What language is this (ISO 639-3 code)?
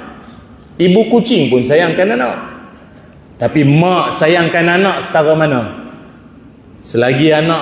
msa